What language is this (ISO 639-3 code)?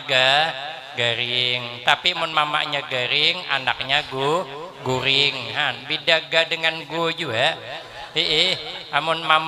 bjn